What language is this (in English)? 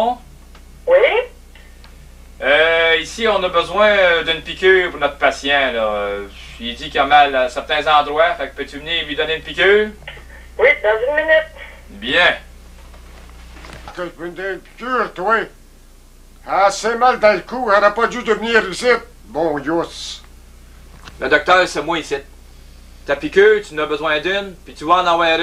French